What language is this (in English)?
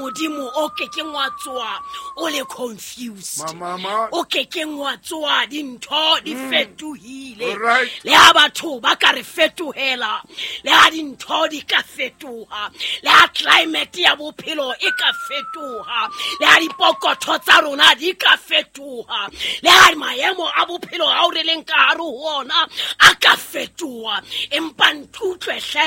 Southern Sotho